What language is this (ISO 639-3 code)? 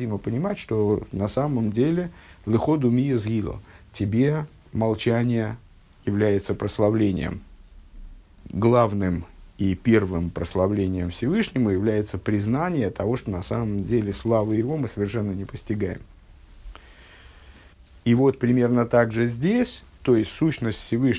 rus